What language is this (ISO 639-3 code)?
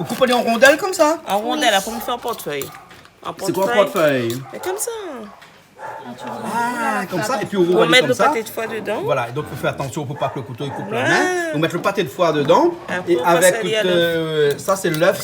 rcf